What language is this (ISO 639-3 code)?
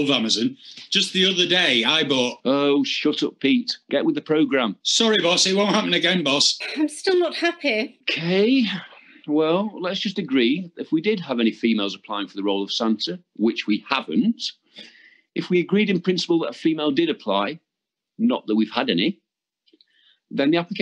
eng